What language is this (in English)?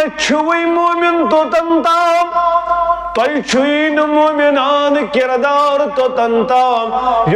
Kashmiri